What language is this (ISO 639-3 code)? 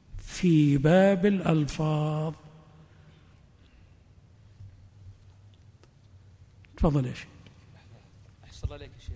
ara